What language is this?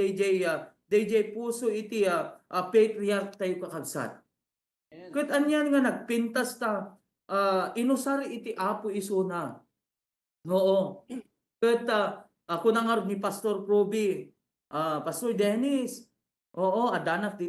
Iloko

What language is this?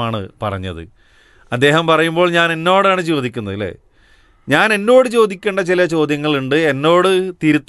Malayalam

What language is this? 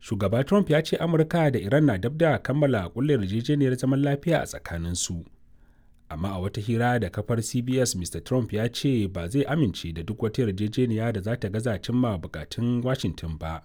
Hausa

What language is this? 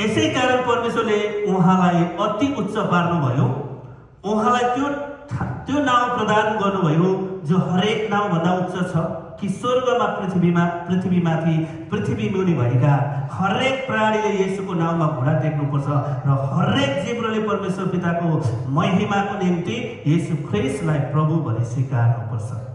Nepali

